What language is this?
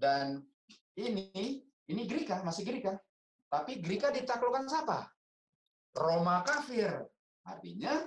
Indonesian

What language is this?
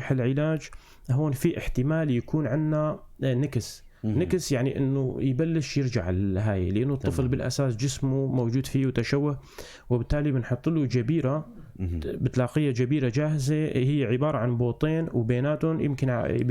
North Levantine Arabic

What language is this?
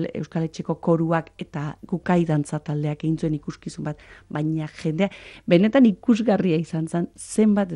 Basque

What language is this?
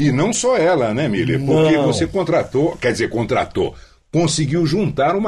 Portuguese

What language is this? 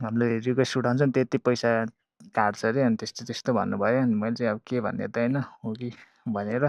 Nepali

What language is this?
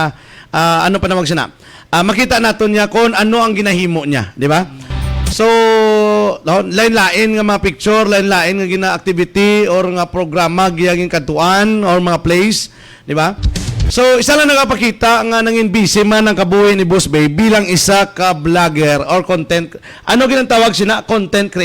Hiligaynon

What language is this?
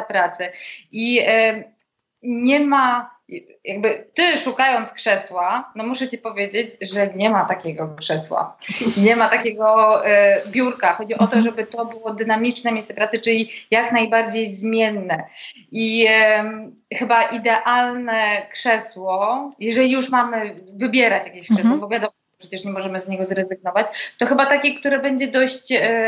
Polish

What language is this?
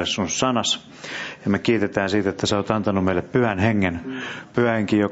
Finnish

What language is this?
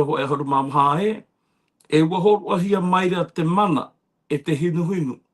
Tahitian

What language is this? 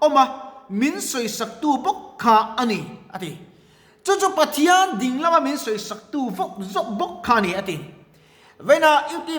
Mizo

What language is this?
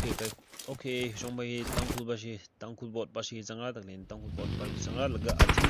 Tangkhul Naga (India)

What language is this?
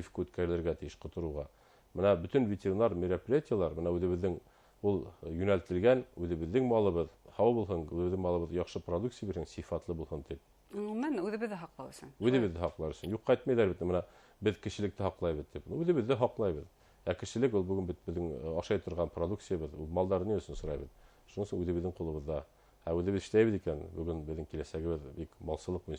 Bashkir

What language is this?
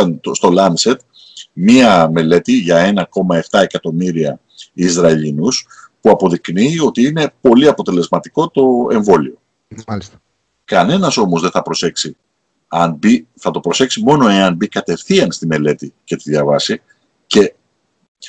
Greek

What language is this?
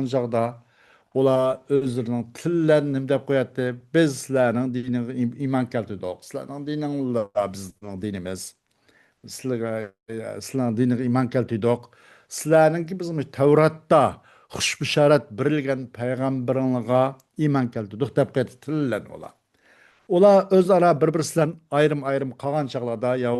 Uyghur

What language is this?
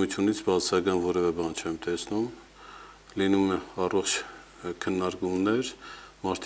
Armenian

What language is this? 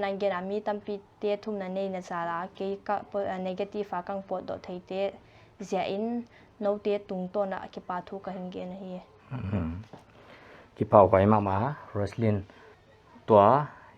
Paite Chin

